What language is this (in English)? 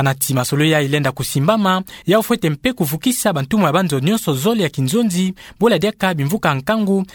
Kituba (Democratic Republic of Congo)